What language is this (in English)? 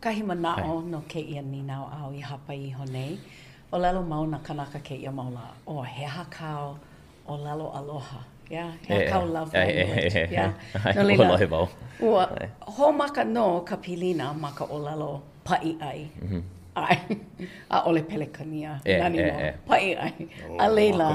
Hawaiian